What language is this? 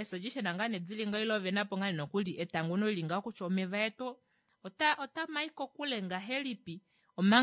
Kuanyama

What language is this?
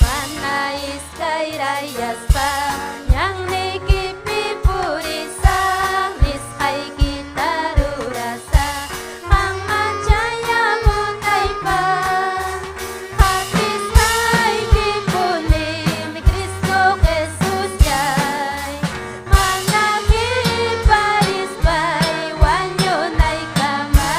Ayacucho Quechua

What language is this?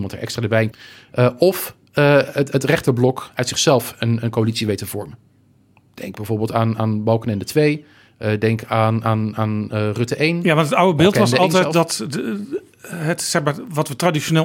Dutch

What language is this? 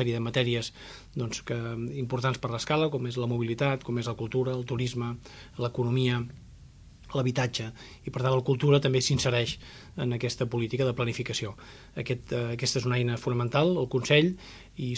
Catalan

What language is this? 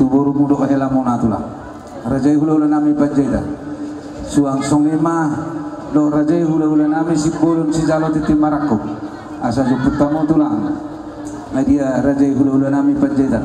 Batak Toba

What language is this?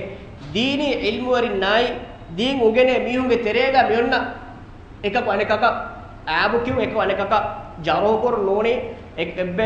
Divehi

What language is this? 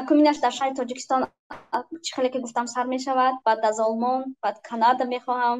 Tajik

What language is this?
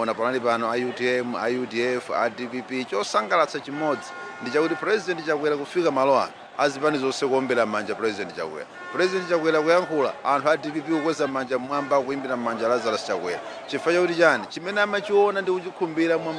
Nyanja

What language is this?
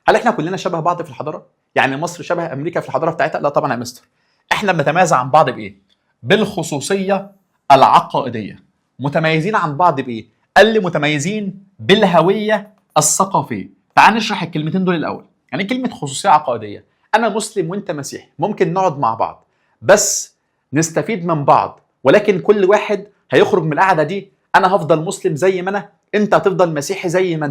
Egyptian Arabic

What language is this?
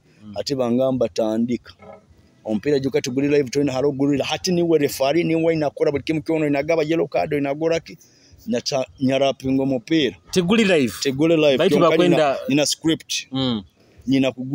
Nyoro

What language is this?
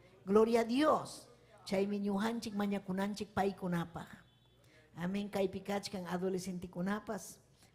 Ayacucho Quechua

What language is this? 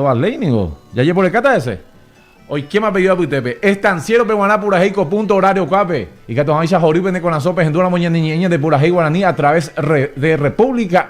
Guarani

